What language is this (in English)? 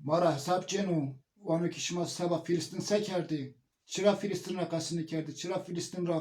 Zaza